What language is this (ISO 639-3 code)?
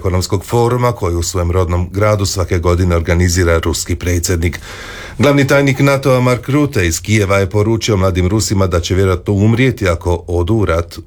hrv